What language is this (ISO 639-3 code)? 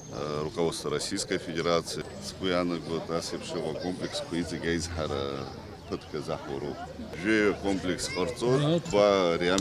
abk